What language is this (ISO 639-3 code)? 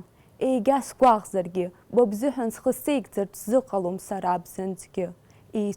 abk